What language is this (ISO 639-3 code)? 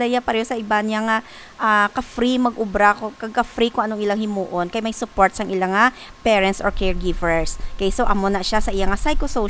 hil